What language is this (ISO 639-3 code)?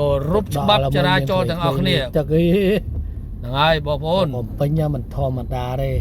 khm